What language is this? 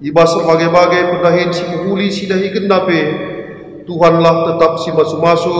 Batak Karo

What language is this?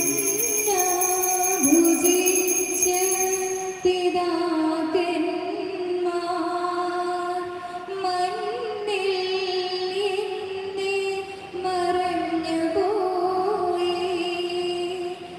Malayalam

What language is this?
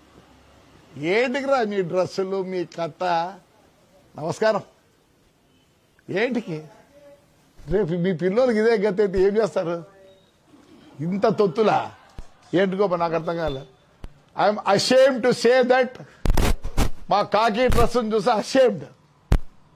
Telugu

